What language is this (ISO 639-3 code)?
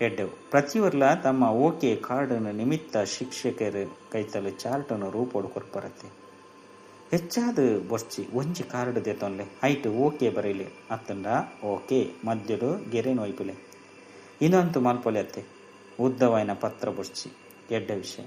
tcy